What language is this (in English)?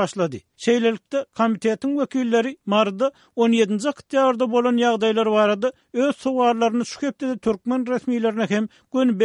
Turkmen